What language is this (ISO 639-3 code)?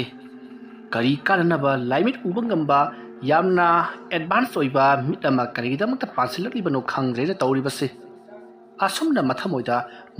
mni